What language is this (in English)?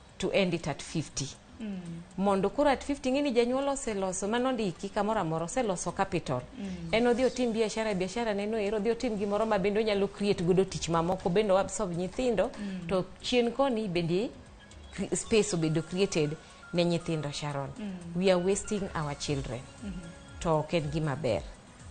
Luo (Kenya and Tanzania)